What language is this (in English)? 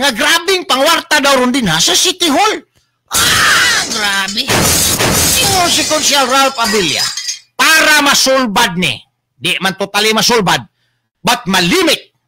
Cebuano